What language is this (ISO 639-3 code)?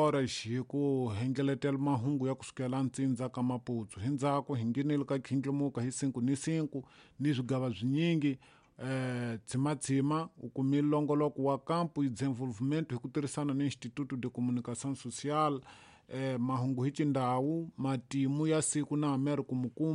tso